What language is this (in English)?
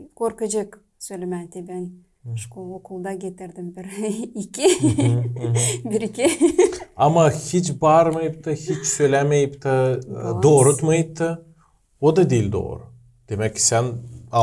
Gagauz